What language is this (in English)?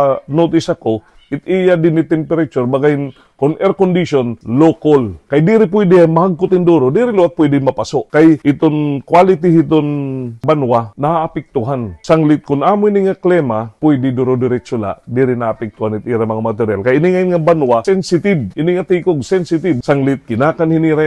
Waray